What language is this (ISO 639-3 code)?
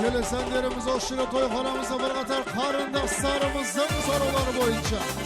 kaa